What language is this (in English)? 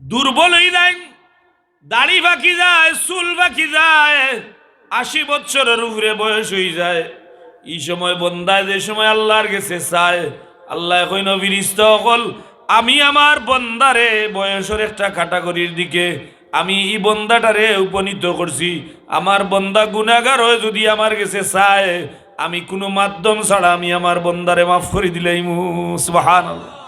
Sylheti